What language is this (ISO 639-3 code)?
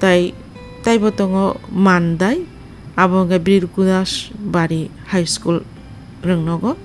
trp